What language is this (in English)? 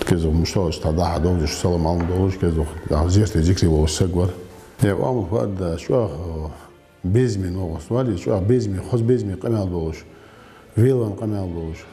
Ingush